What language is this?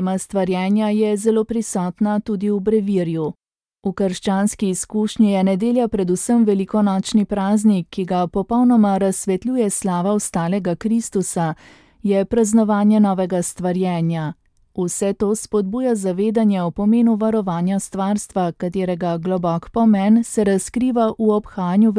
Slovenian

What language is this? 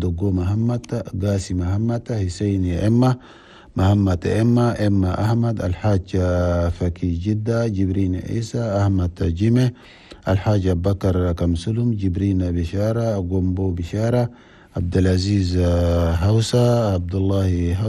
Chadian Arabic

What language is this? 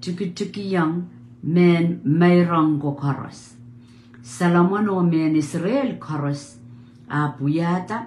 Pohnpeian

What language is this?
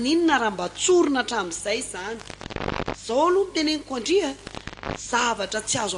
Malagasy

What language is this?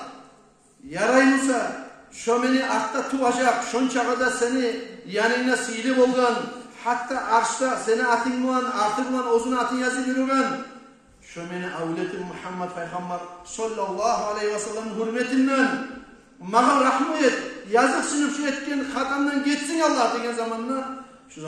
Kumyk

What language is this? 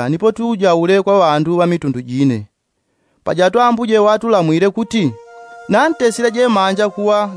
Yao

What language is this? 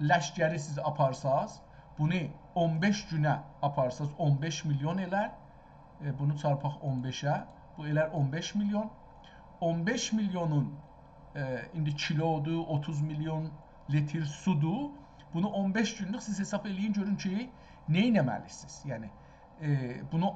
South Azerbaijani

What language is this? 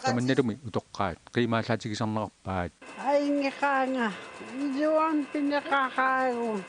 Kalaallisut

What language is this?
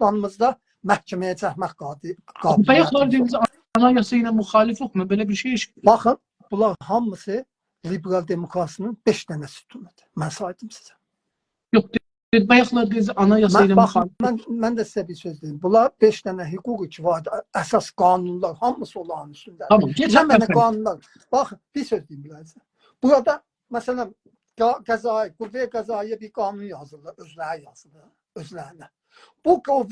South Azerbaijani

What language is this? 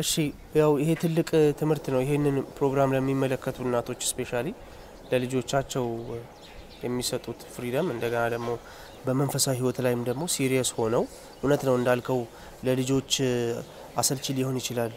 Amharic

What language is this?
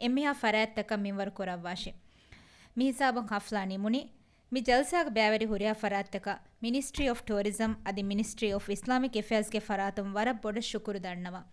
Divehi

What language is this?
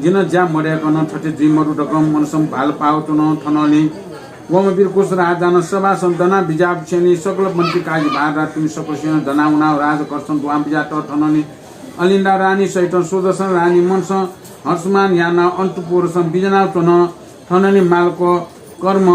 Newari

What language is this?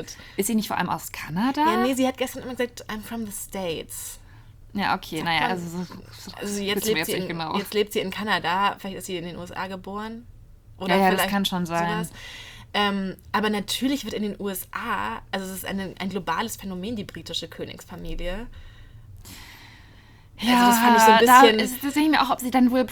German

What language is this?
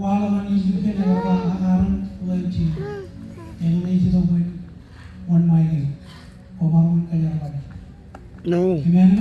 Marshallese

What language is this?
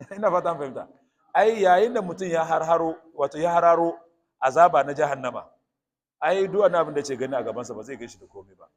Hausa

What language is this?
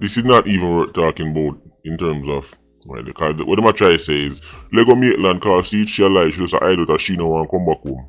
Jamaican Creole English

